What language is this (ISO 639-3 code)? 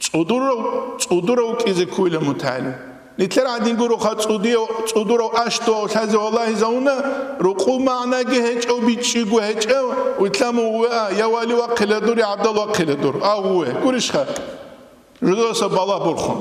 ava